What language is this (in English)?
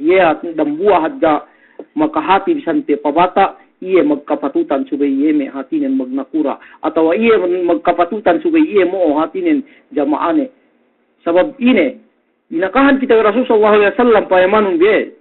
Yakan